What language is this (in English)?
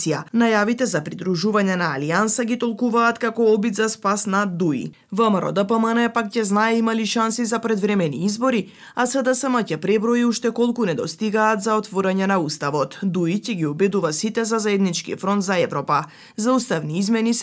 Macedonian